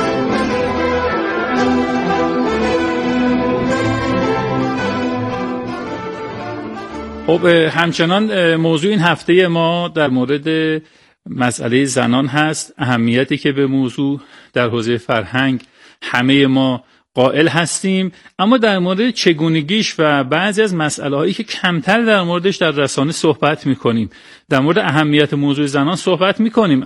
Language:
Persian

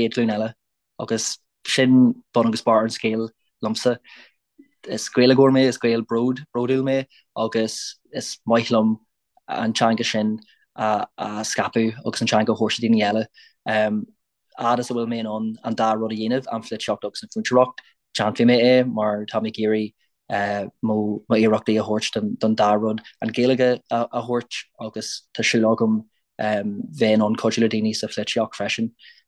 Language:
Irish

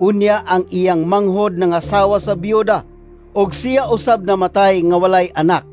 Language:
Cebuano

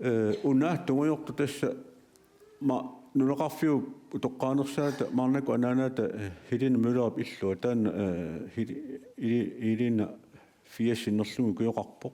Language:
Kalaallisut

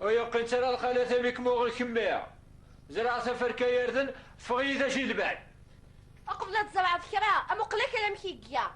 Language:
Kabyle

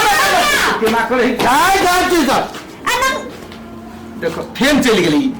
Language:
Maithili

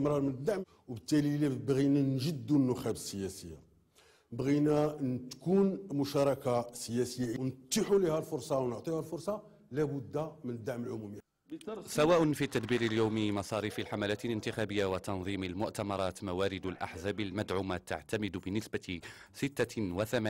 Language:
Moroccan Arabic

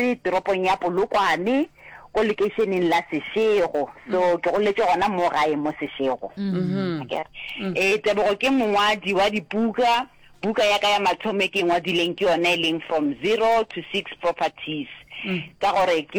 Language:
Northern Sotho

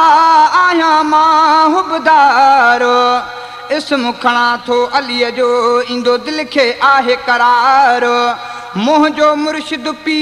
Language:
Sindhi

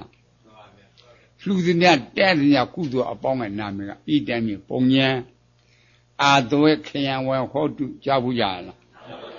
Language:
Burmese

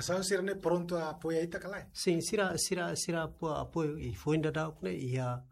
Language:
Tetum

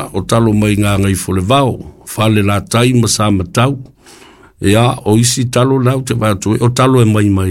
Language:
Samoan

